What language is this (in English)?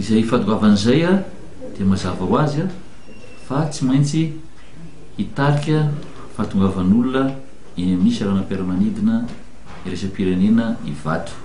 Malagasy